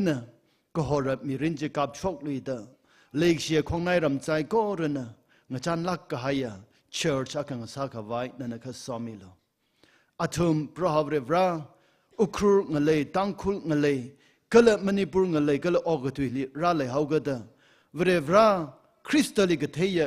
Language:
Tangkhul Naga (India)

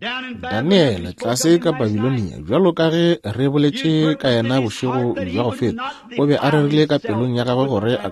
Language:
Northern Sotho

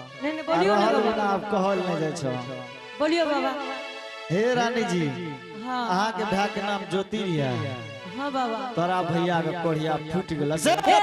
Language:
Angika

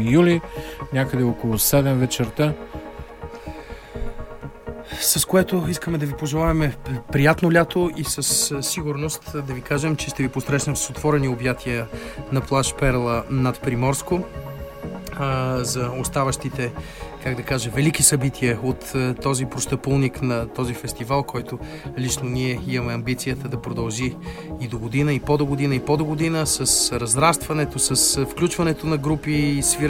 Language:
Bulgarian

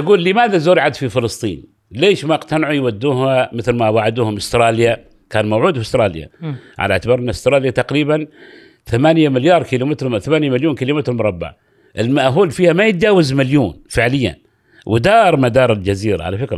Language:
Gulf Arabic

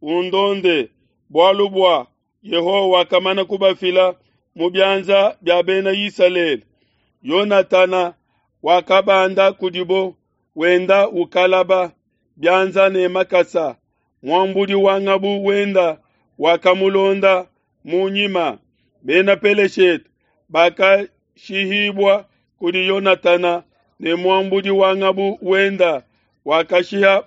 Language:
Luba-Lulua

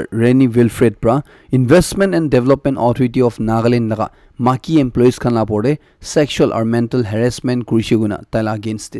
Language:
Naga Pidgin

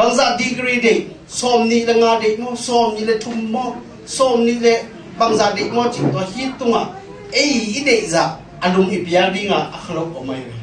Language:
Tedim Chin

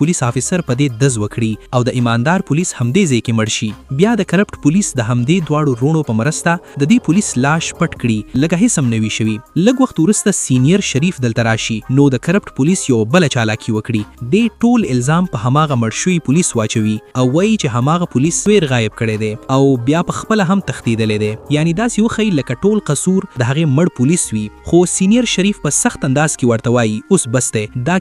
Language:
Pashto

